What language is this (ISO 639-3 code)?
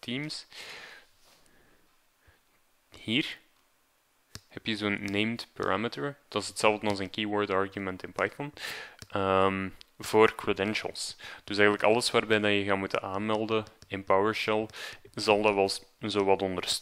nld